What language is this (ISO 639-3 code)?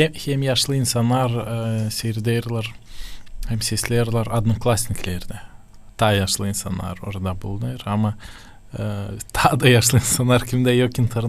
gag